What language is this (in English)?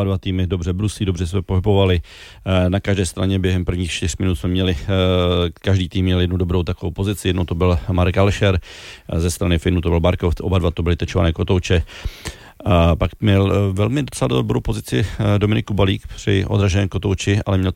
Czech